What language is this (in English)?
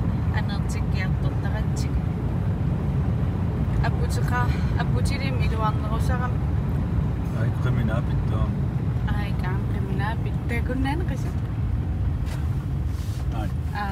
Kalaallisut